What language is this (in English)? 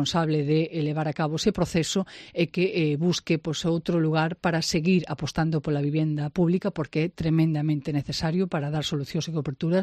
Galician